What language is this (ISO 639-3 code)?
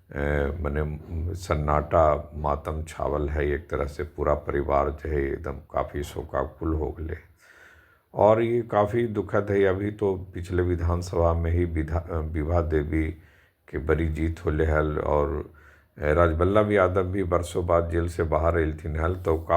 mag